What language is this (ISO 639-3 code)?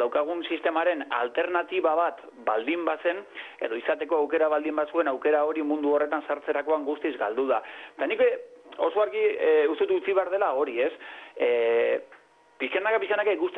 eus